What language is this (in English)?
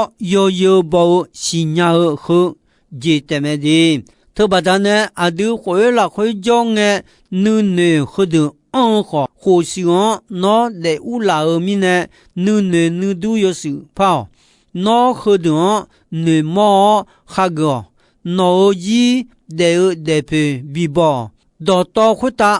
Akha